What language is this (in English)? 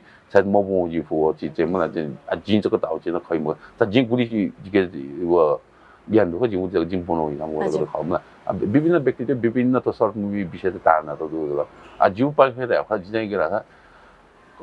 Newari